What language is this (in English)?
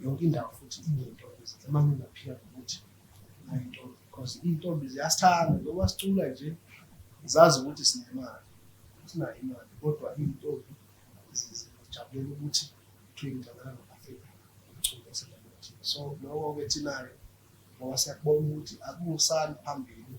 Zulu